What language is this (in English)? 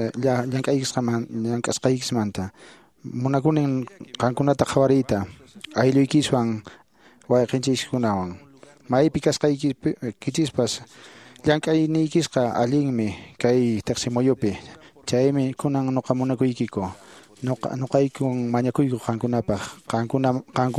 Quechua